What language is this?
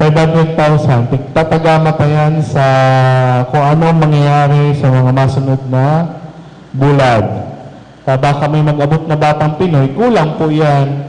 Bikol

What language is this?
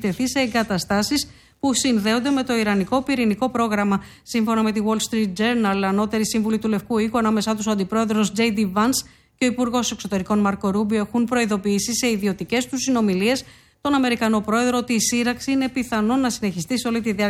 Greek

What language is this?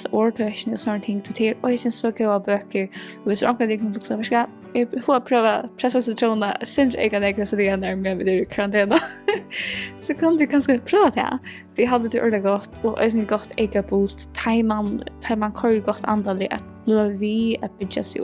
Faroese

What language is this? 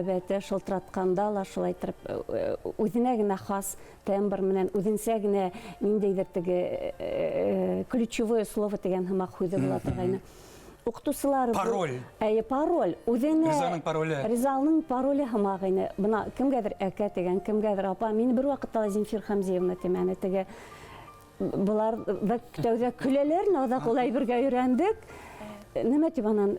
Bashkir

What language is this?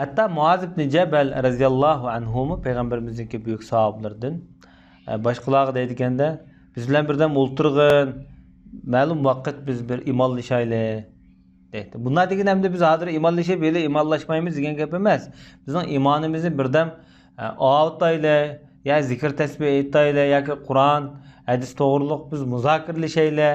Uyghur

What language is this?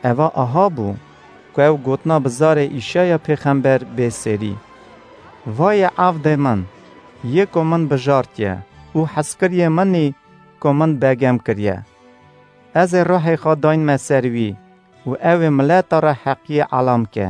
Kurdish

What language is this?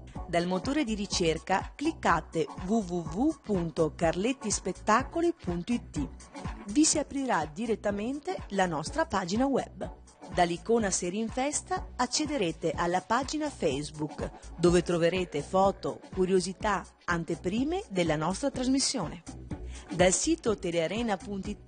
Italian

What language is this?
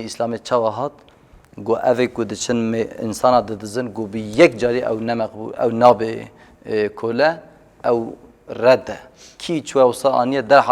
Kurdish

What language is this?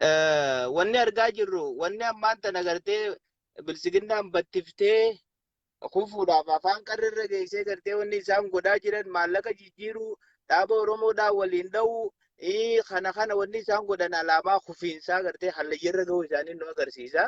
Oromo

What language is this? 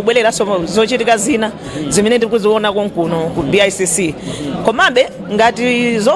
Nyanja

